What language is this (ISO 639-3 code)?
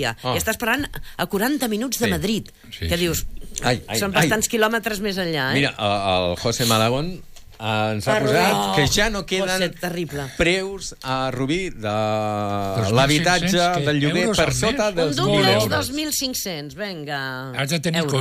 cat